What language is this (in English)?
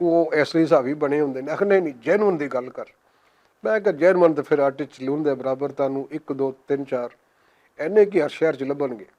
Western Panjabi